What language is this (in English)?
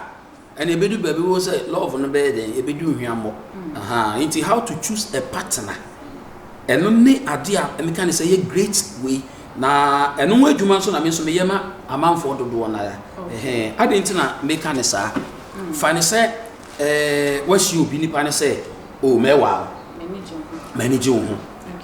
Akan